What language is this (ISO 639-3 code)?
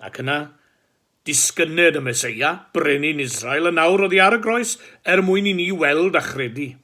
cym